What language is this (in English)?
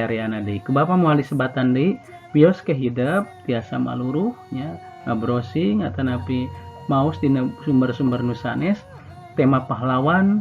Sundanese